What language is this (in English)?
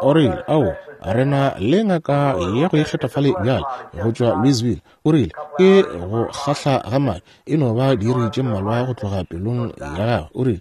Northern Sotho